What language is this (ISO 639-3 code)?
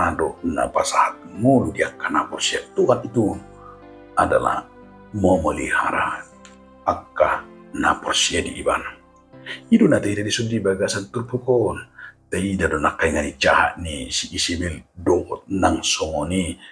bbc